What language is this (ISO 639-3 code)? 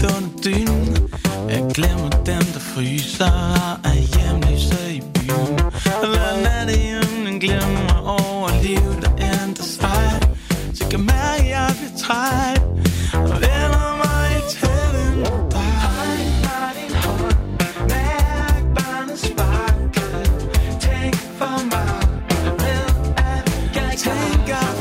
dan